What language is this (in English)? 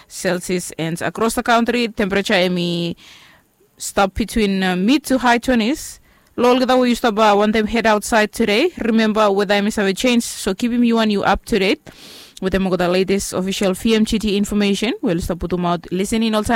Bislama